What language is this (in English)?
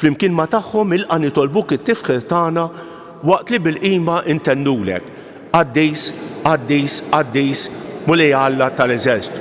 Maltese